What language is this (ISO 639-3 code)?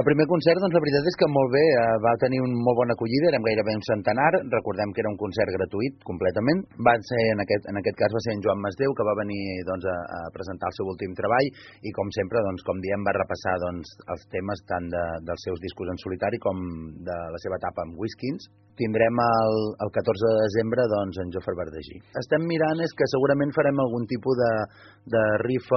cat